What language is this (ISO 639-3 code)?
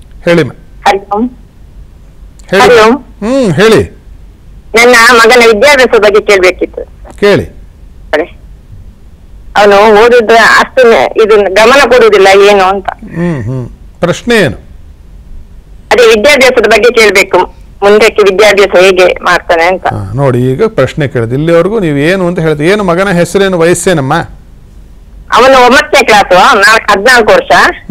kan